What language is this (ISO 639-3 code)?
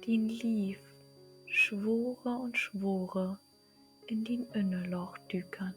nds